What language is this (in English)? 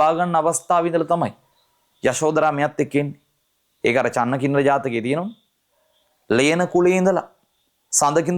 Sinhala